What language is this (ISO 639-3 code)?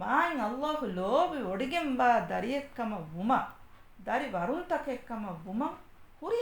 div